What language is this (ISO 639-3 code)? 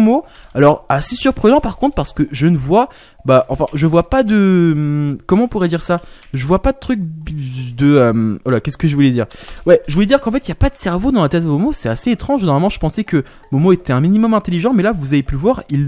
fra